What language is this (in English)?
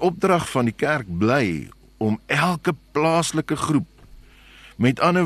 Afrikaans